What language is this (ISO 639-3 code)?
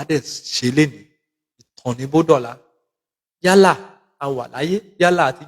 yor